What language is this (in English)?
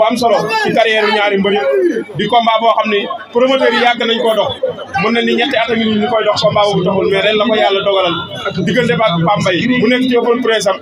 Wolof